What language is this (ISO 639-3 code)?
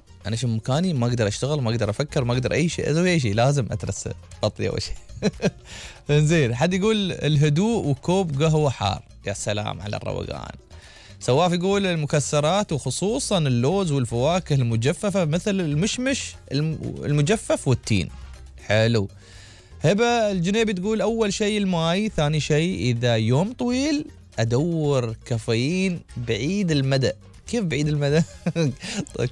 afb